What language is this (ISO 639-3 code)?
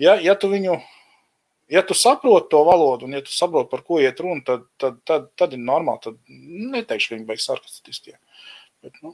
lav